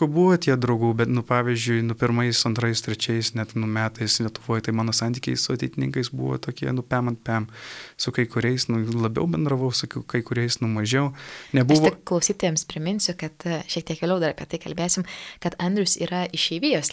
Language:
Lithuanian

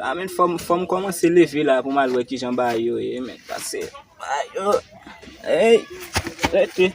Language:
Haitian Creole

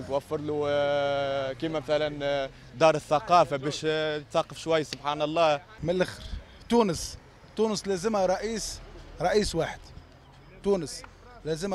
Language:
Tunisian Arabic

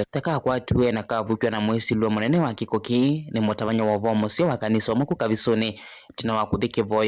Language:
Kamba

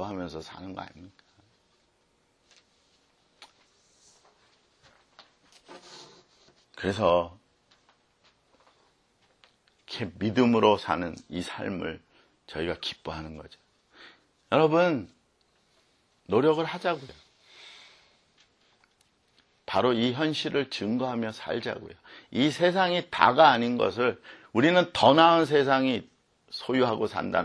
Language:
Korean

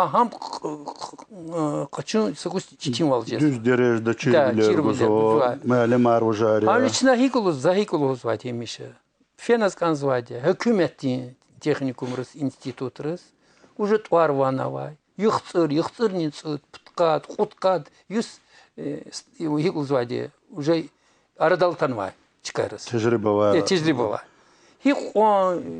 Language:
Lezghian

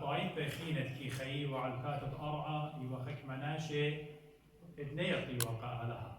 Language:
Assyrian Neo-Aramaic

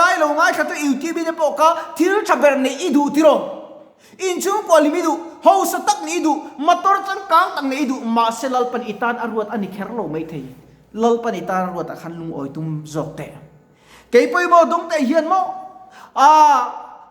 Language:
Mizo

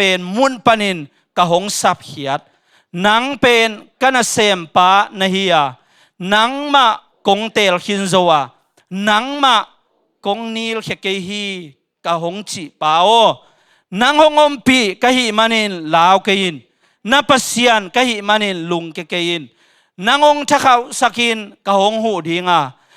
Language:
Tedim Chin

